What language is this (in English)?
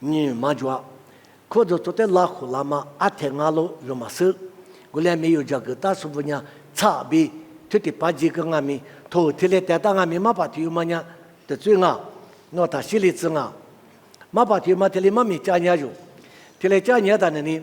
Lisu